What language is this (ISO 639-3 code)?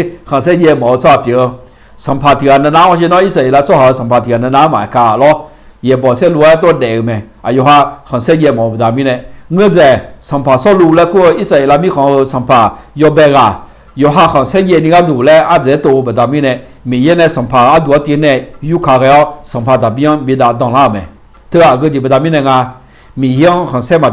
ahk